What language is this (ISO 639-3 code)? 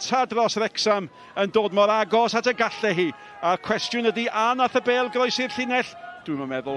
cym